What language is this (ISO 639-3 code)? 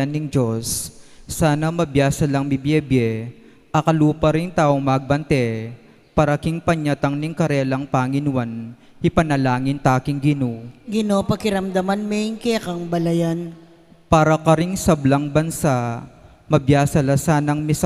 pam